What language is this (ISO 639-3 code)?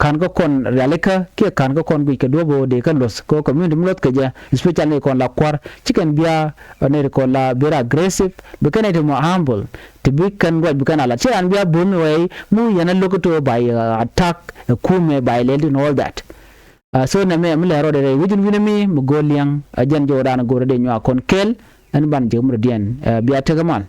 nus